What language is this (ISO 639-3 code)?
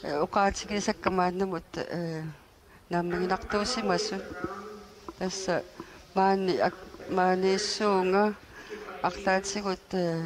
kal